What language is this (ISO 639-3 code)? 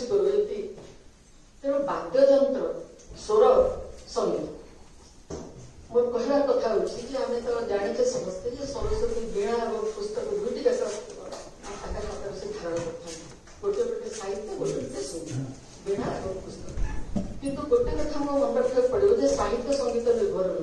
ori